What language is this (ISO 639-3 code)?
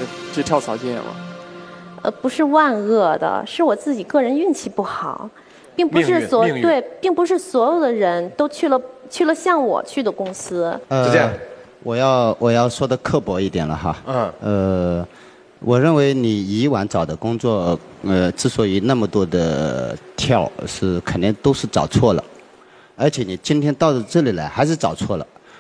zho